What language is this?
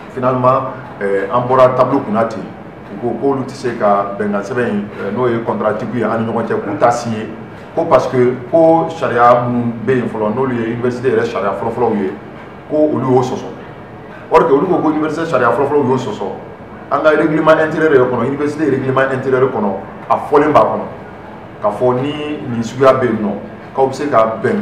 Bambara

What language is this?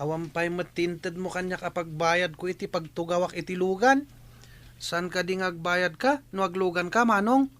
Iloko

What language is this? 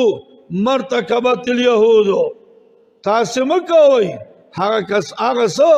Pashto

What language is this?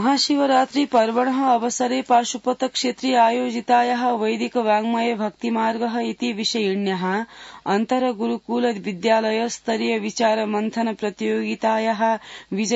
Sanskrit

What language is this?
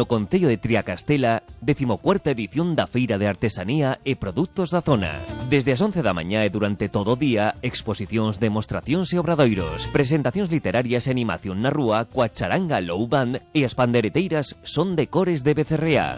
Galician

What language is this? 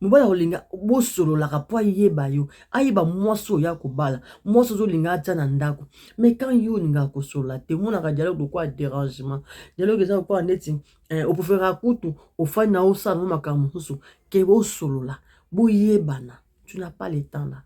Lingala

